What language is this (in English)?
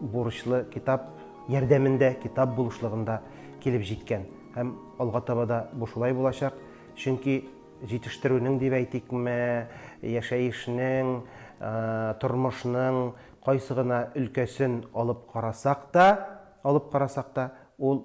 Tatar